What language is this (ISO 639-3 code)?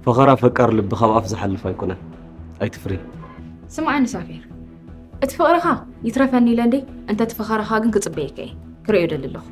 tir